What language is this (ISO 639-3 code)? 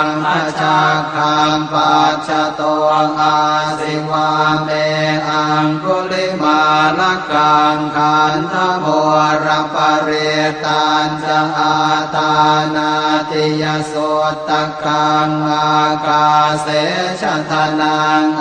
pli